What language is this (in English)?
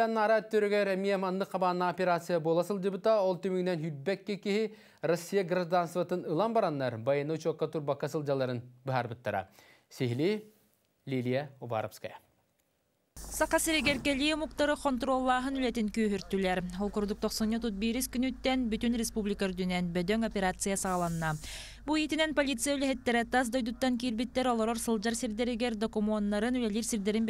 Yakut